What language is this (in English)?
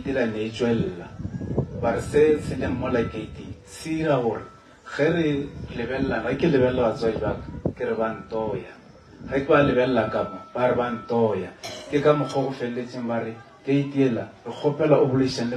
Northern Sotho